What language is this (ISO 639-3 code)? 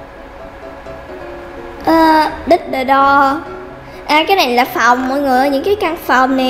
vie